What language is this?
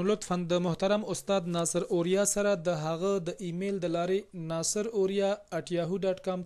Pashto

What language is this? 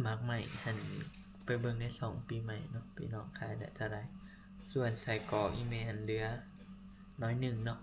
Northeastern Thai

